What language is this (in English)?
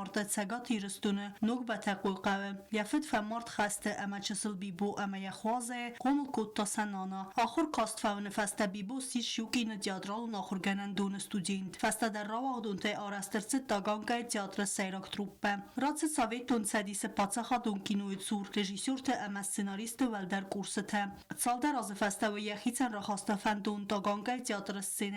Ossetic